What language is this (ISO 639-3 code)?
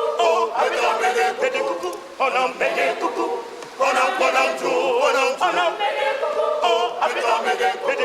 ewe